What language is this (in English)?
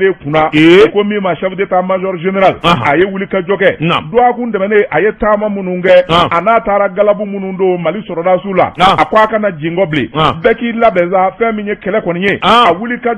Bambara